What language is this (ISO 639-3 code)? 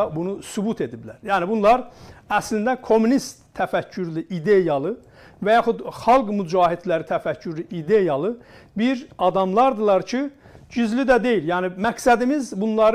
azb